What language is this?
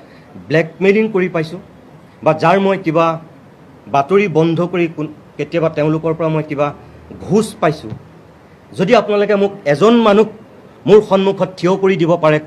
Assamese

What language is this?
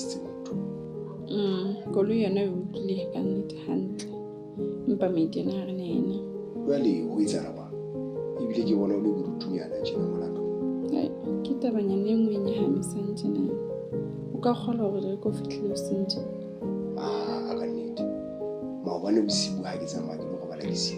Southern Sotho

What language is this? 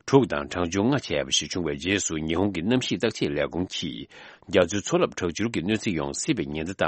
Tibetan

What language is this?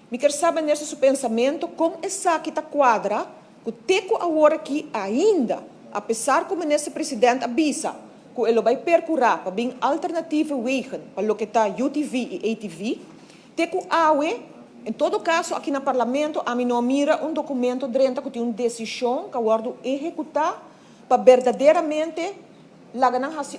Papiamento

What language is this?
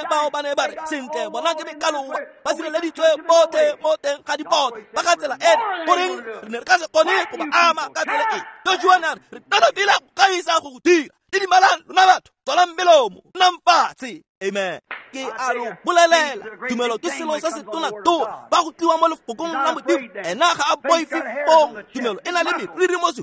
Tswana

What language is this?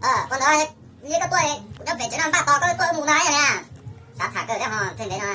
Hmong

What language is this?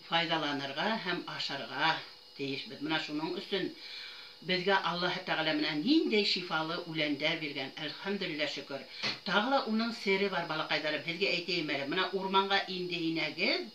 Bashkir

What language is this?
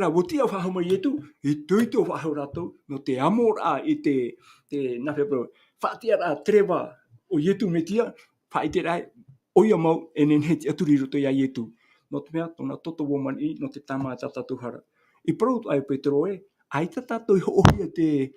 Tahitian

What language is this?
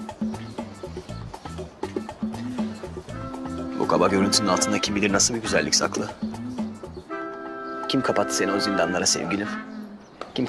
Turkish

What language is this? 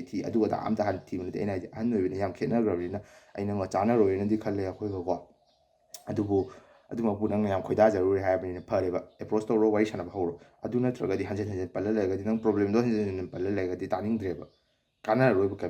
Manipuri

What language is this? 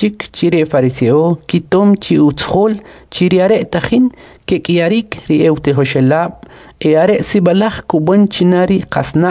Kʼicheʼ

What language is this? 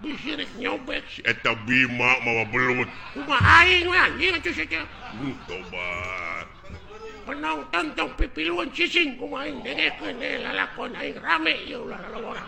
Sundanese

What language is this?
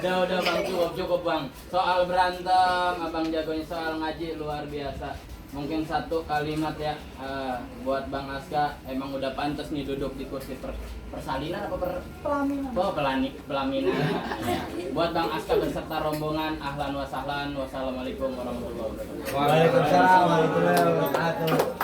Betawi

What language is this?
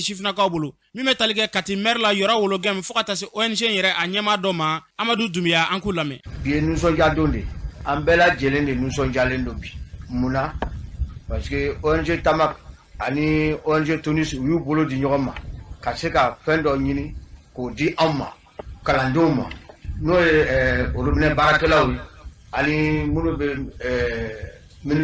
Bambara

